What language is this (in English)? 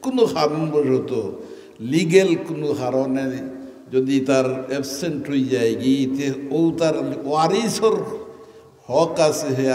Sylheti